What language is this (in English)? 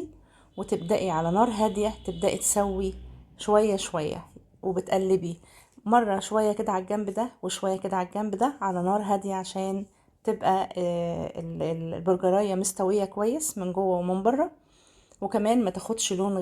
Egyptian Arabic